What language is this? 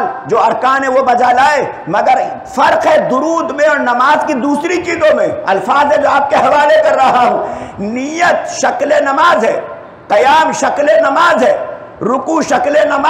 Urdu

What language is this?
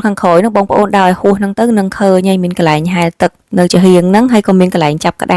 Khmer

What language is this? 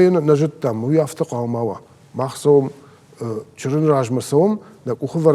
Ossetic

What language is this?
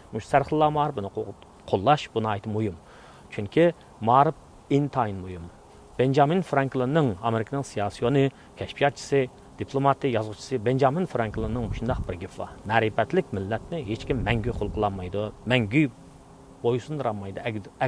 Uyghur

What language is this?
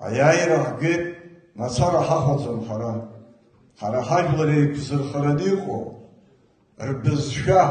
Abkhazian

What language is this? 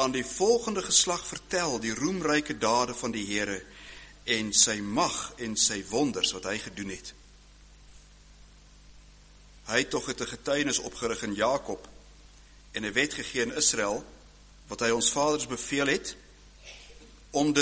Afrikaans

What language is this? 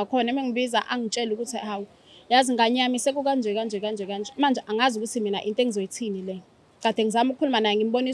Zulu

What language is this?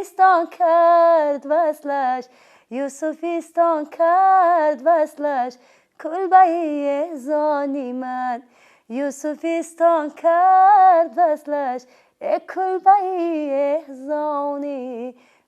Tajik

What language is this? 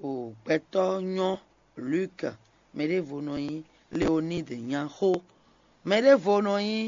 Fon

